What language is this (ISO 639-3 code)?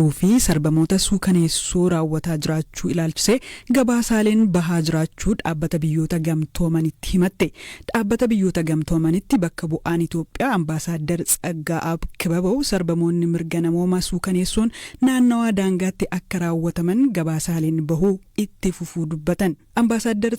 orm